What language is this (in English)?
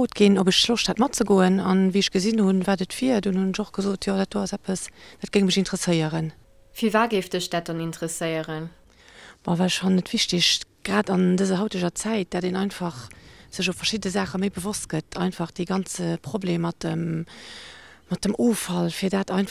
Luxembourgish